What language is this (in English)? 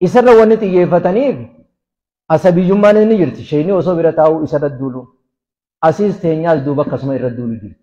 Oromo